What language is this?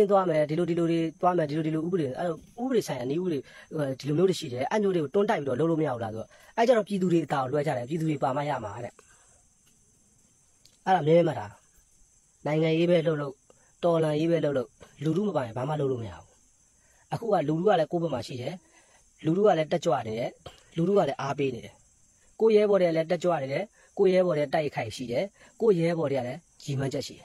Burmese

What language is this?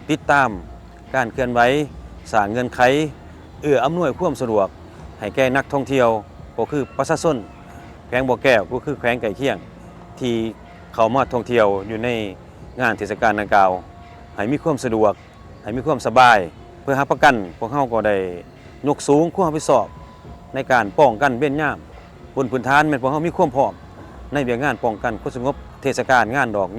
Lao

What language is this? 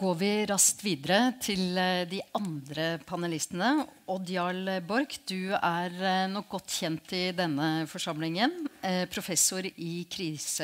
Norwegian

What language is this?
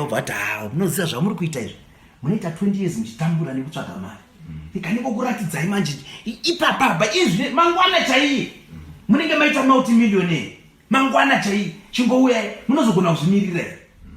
Shona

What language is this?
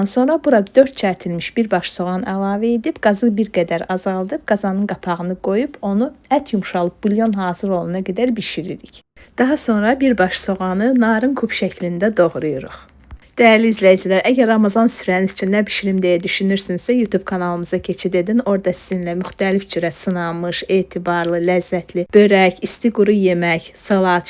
Azerbaijani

